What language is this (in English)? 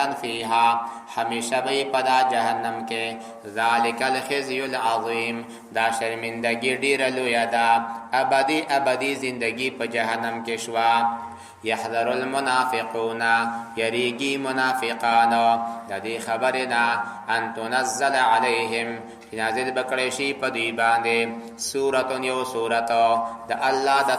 Pashto